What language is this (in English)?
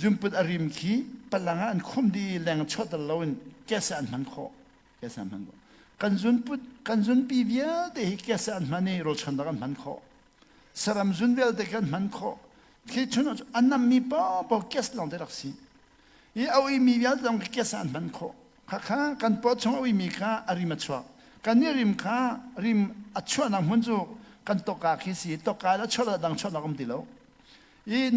Hakha Chin